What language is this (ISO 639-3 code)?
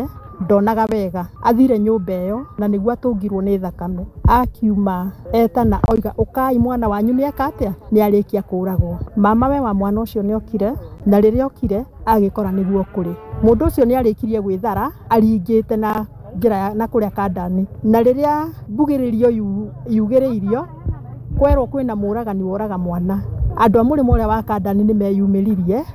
kik